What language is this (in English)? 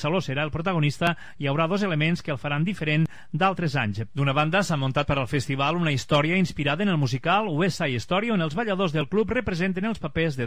Catalan